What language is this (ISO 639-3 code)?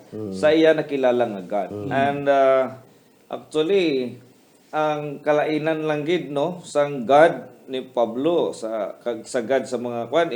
hil